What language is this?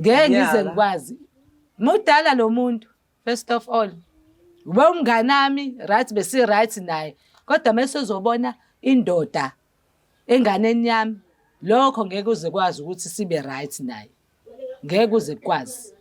Zulu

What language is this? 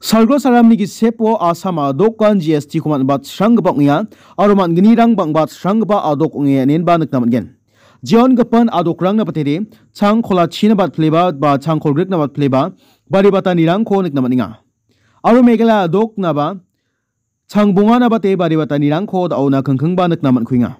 Garo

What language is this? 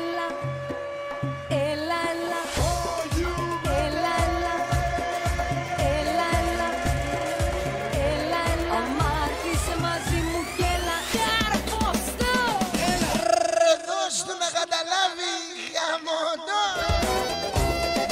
Greek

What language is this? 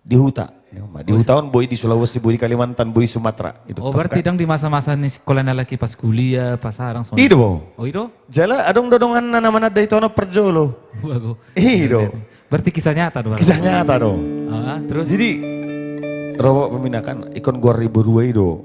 Batak Toba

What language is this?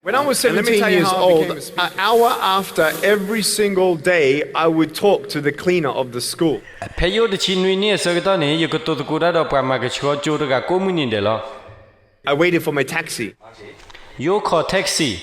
S'gaw Karen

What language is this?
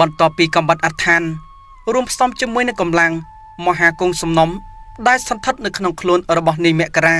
Khmer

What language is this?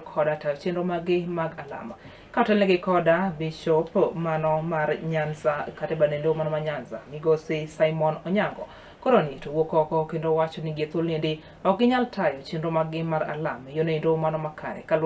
Luo (Kenya and Tanzania)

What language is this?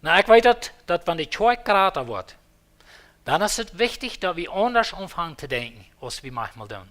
Plautdietsch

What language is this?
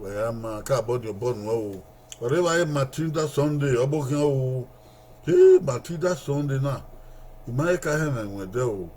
Bini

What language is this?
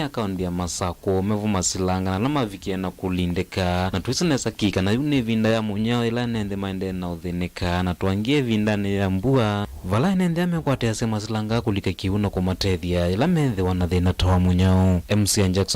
Kamba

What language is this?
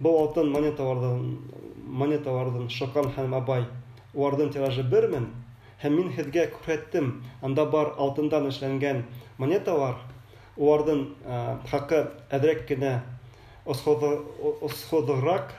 Bashkir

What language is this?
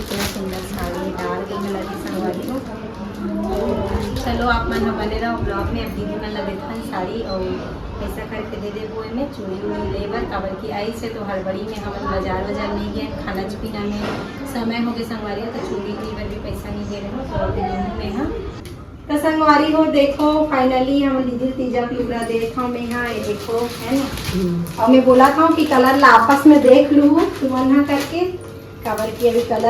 Chhattisgarhi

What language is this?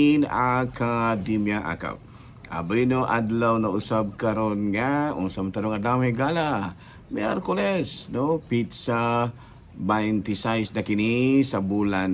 Cebuano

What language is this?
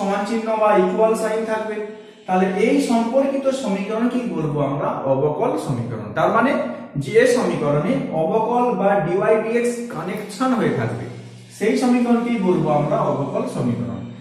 Bangla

